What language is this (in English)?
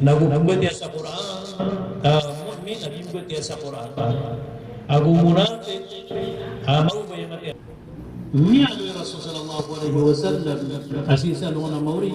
Maranao